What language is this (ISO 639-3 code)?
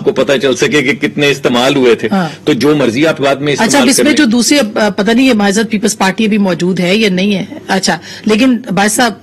urd